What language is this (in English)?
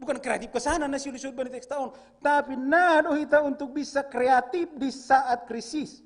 Batak Simalungun